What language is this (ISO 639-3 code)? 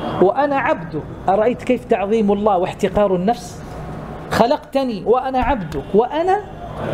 ara